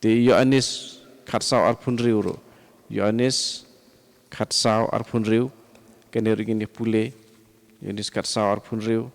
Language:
Khasi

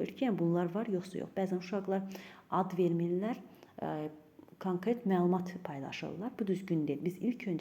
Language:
Azerbaijani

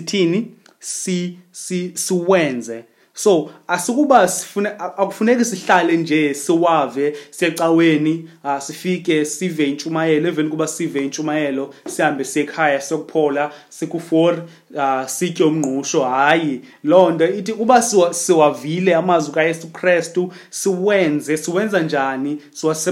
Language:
Xhosa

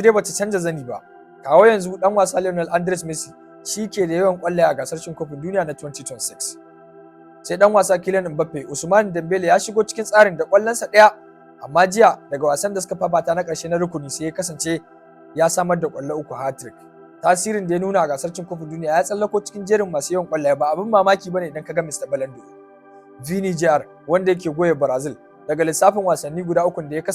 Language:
Hausa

